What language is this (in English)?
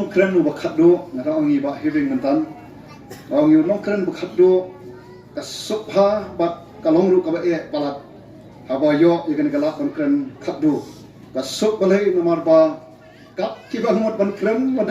Khasi